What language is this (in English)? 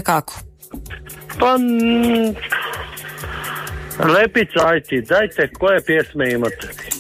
Croatian